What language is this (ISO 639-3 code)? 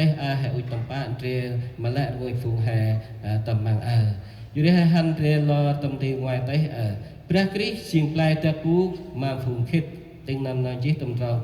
cmo